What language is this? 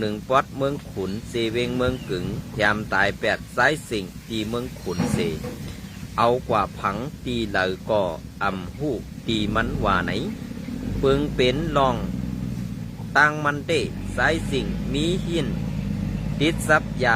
Shan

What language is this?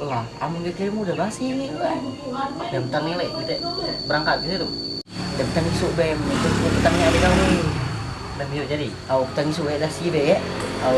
Musi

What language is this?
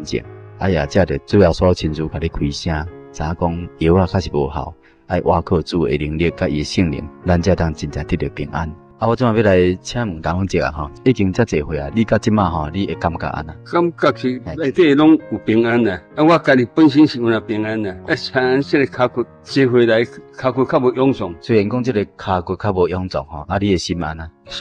Min Nan Chinese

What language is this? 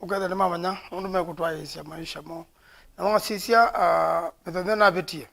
Kamba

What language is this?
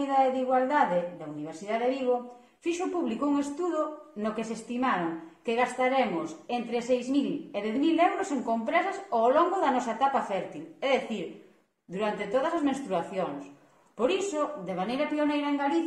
Galician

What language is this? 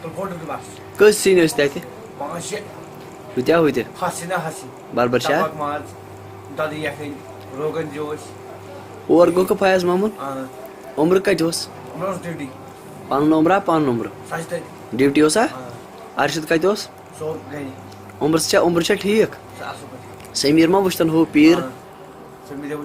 Kashmiri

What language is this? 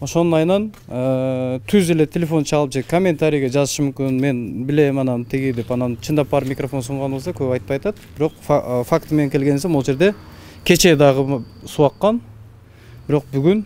Kyrgyz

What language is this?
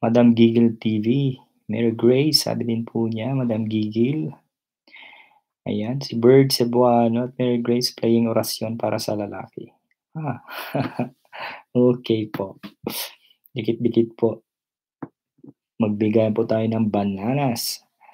Filipino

